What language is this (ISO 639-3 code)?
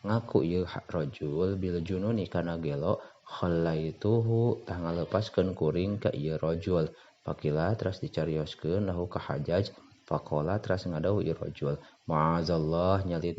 sun